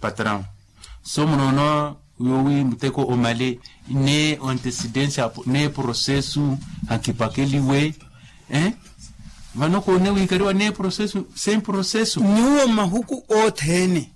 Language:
Makhuwa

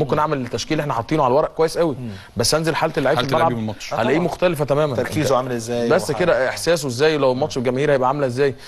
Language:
Egyptian Arabic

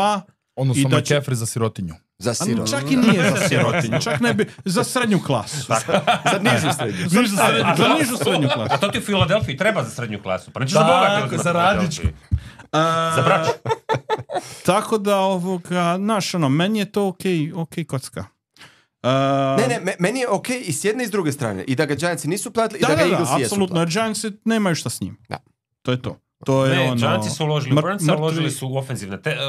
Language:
Croatian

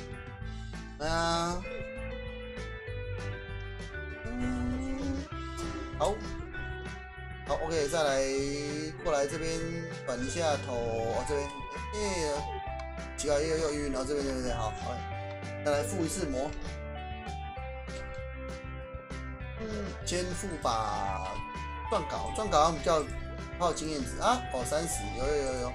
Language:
Chinese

